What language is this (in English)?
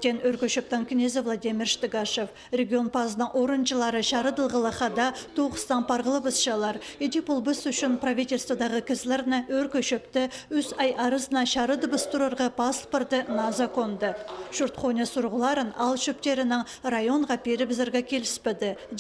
Khakas